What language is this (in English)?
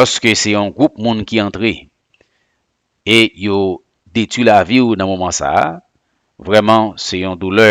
Haitian Creole